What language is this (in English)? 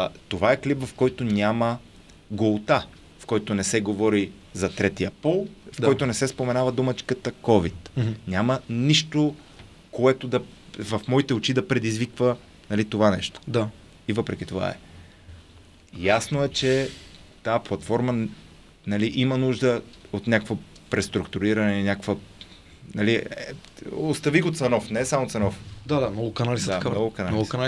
Bulgarian